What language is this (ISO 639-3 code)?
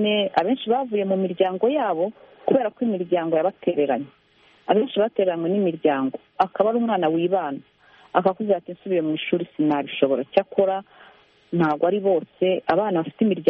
kin